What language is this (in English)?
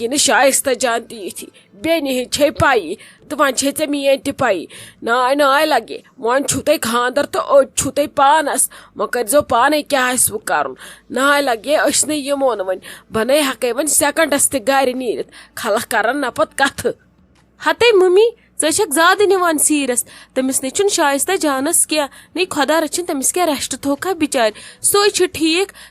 Kashmiri